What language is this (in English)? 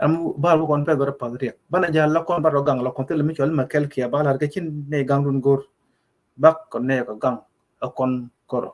Nuer